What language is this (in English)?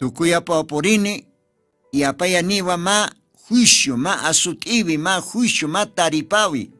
Aymara